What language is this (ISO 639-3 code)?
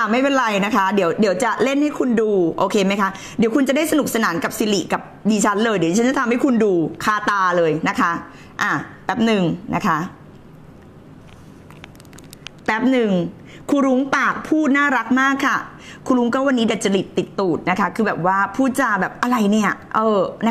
tha